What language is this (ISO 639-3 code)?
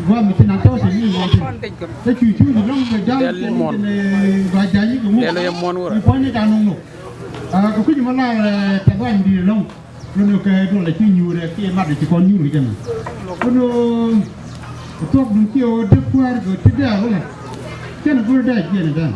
nus